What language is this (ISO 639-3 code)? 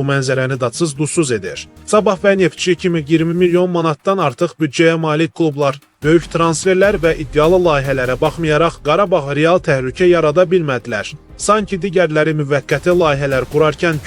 aze